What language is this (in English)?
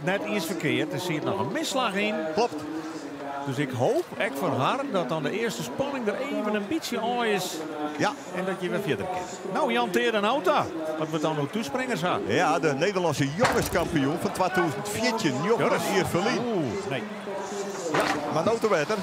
Western Frisian